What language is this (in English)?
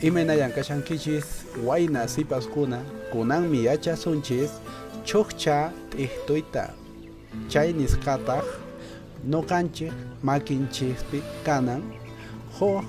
Quechua